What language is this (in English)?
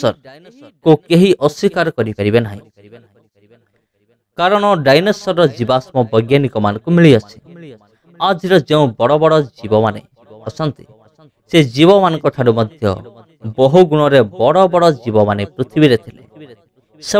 Odia